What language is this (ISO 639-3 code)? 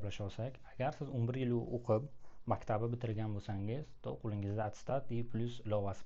uzb